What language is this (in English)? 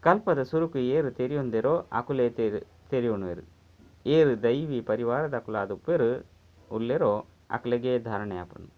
Tulu